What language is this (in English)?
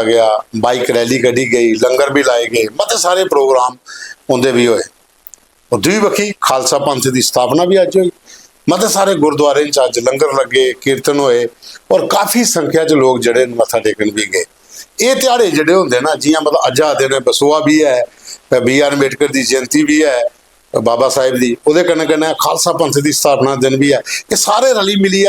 Dogri